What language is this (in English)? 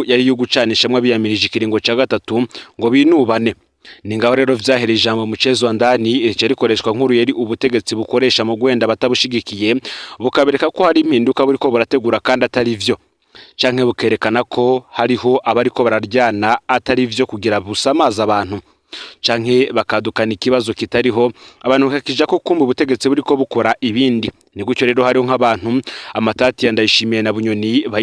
Rundi